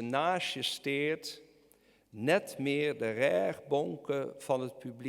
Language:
Western Frisian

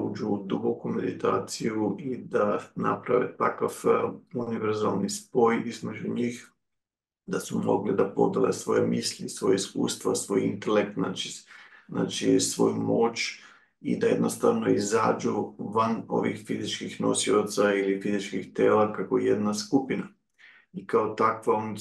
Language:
Serbian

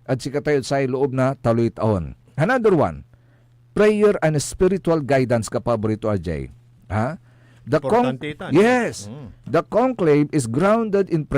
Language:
Pangasinan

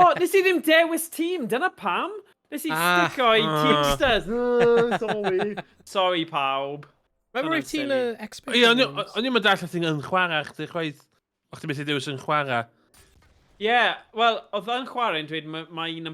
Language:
Welsh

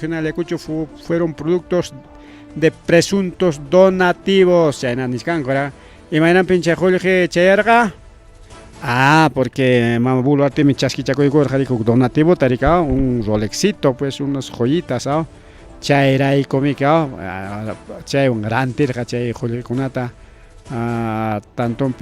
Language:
Ayacucho Quechua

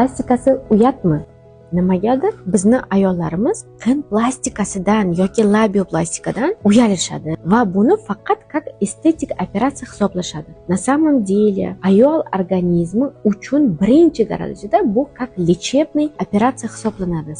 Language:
Uzbek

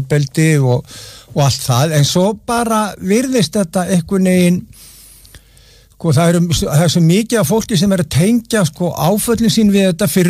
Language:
Icelandic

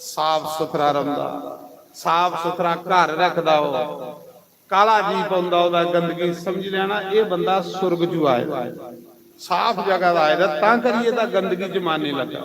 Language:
Dogri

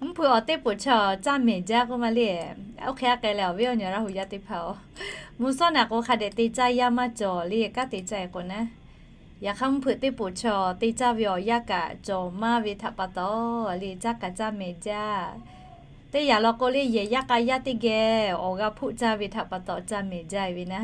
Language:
Lahu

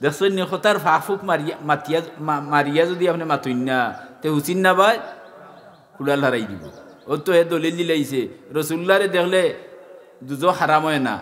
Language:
Sylheti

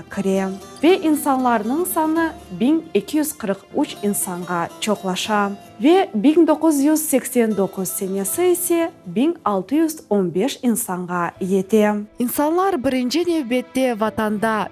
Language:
Crimean Tatar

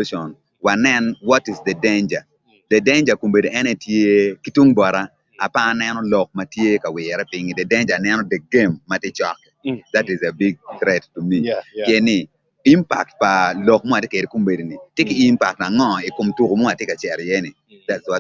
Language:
Acoli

